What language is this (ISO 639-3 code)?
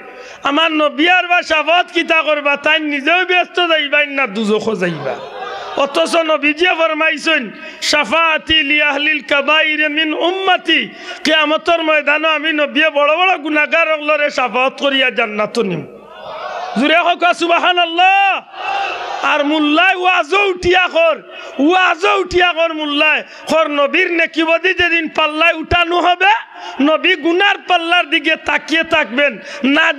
syl